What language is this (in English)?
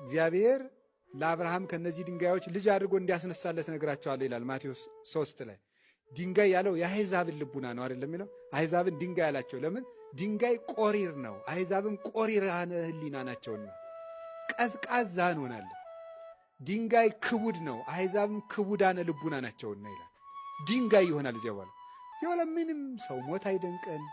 Amharic